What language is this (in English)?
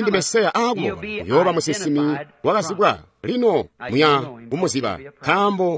Tonga (Zambia)